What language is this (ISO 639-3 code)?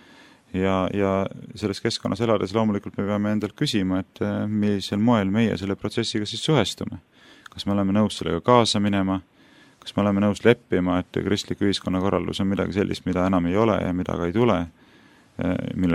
est